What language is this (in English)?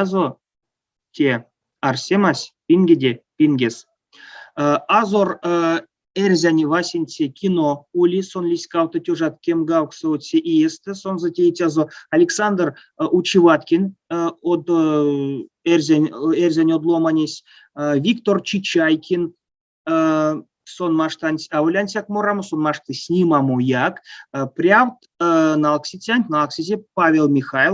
Erzya